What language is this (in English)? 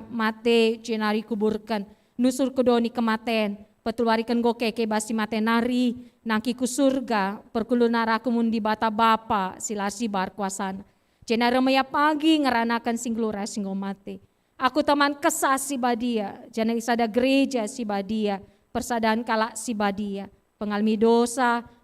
Batak Karo